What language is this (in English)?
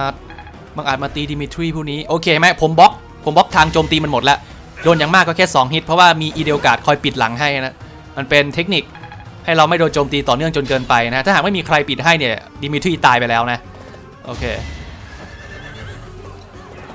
Thai